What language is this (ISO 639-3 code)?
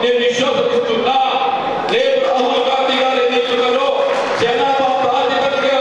tel